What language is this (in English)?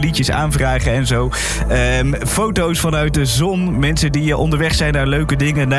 Dutch